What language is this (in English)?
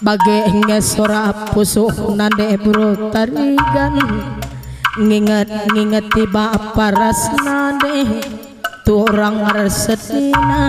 Batak Karo